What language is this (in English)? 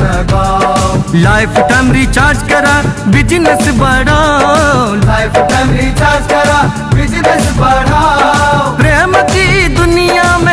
Maithili